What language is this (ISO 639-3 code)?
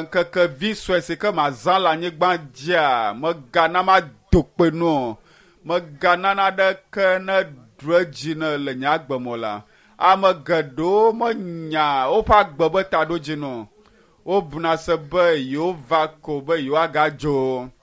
ewe